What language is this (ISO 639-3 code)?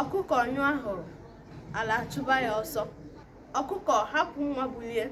ibo